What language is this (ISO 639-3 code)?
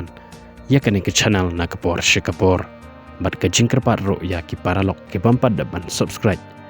kha